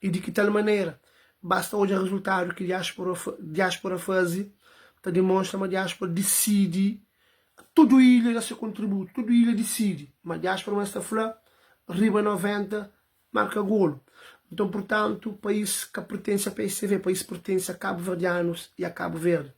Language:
Kabuverdianu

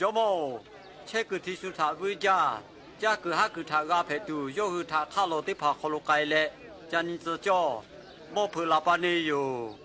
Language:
Lahu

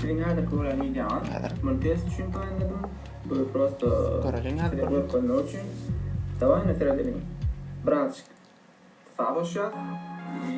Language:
Turkmen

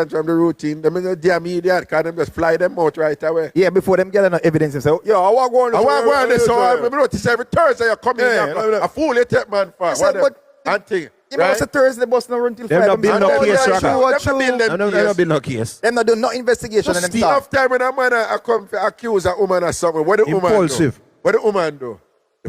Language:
Jamaican Creole English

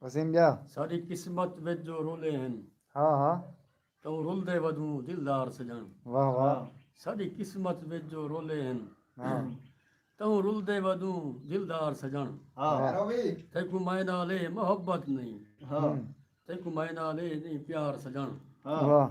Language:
Saraiki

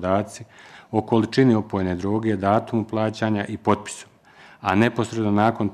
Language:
Bosnian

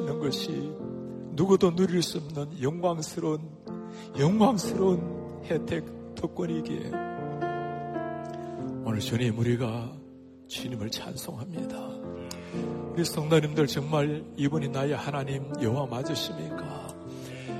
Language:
Korean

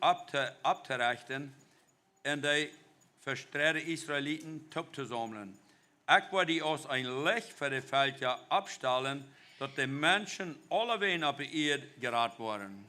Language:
Plautdietsch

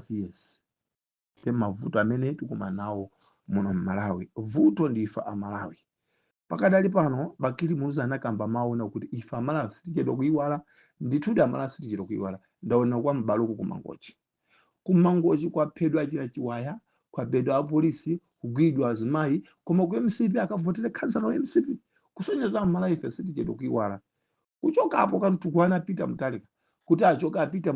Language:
Nyanja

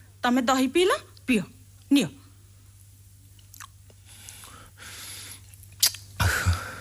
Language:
Odia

